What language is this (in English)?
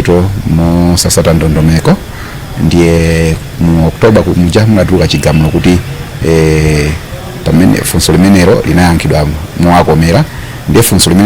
Nyanja